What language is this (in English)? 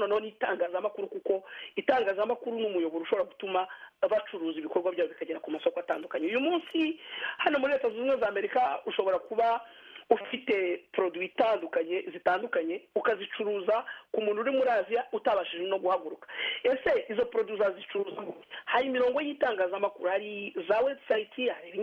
Kinyarwanda